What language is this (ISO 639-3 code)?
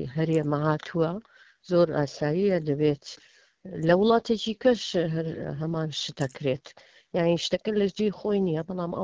ckb